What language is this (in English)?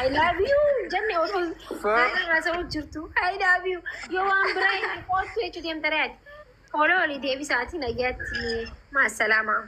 Oromo